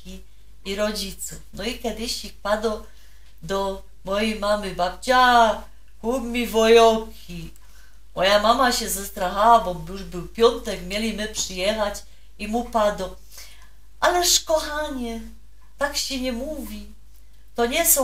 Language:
Silesian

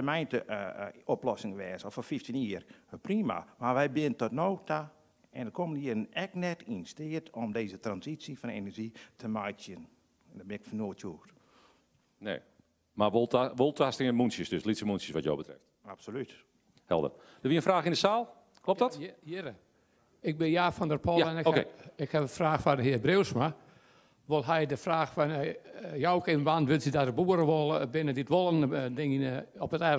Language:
Dutch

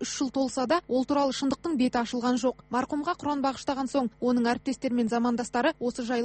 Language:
Kazakh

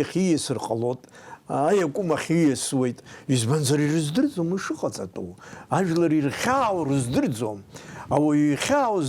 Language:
Abkhazian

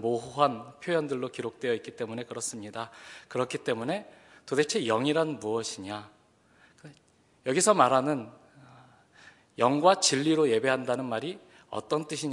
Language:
Korean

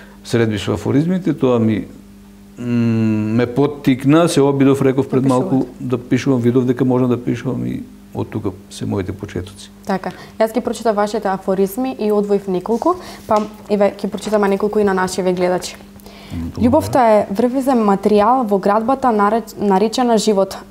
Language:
Macedonian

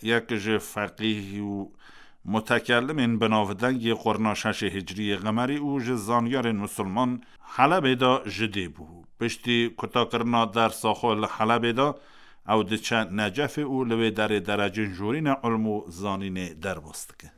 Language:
Kurdish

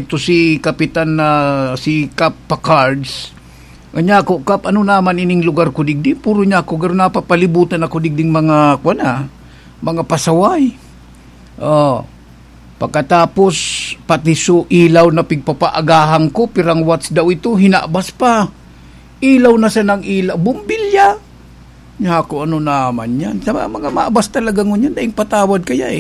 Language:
Bikol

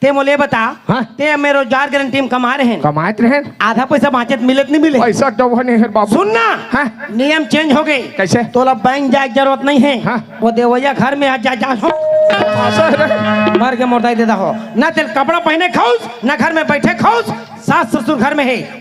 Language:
Chhattisgarhi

